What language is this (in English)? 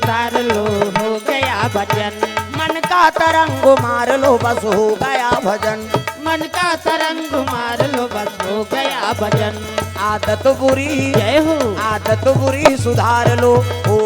Chhattisgarhi